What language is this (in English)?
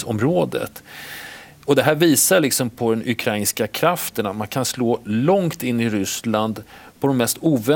Swedish